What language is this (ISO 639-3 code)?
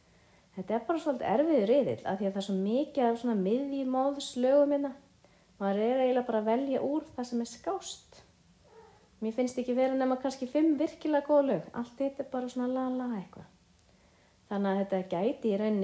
isl